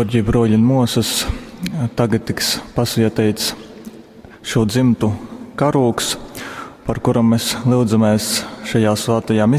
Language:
Latgalian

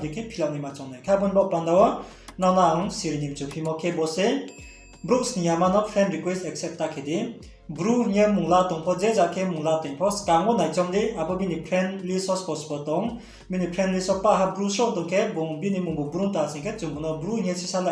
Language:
Riang (India)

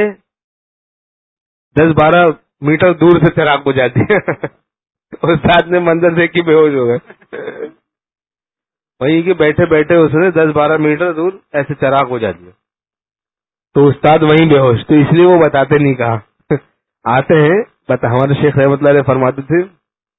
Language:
Urdu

